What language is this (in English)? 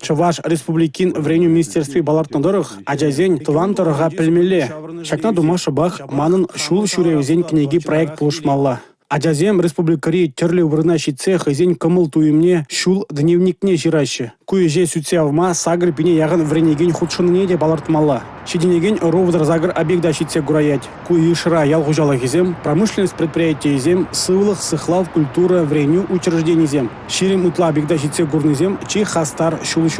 Chuvash